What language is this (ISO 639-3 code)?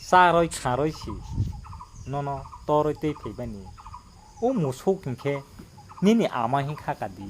trp